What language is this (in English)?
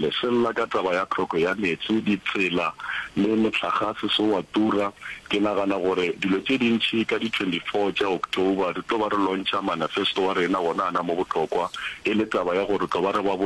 Northern Sotho